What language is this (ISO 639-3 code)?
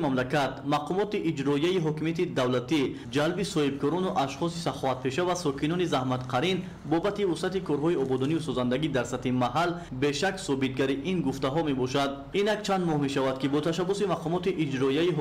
tgk